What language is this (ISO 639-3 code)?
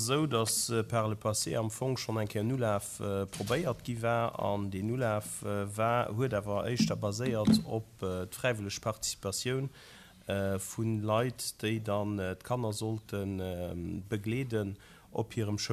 ltz